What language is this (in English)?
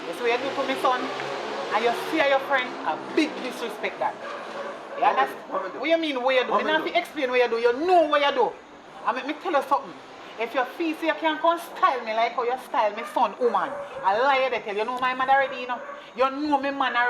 Jamaican Creole English